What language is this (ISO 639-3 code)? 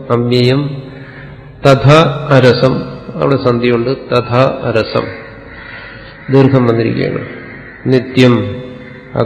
mal